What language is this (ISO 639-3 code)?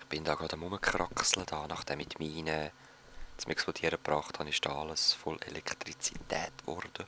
gsw